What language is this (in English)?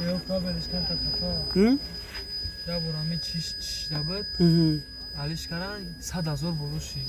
Tajik